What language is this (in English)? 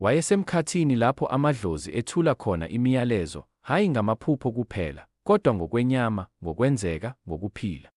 Zulu